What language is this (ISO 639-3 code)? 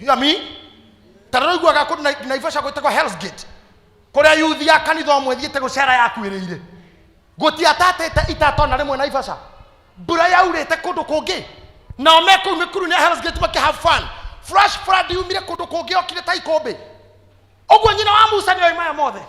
kik